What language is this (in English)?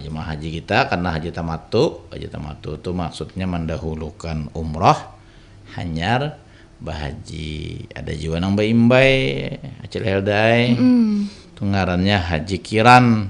Banjar